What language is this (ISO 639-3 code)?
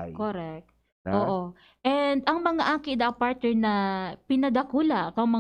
bik